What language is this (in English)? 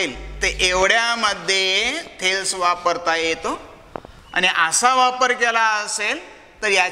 Marathi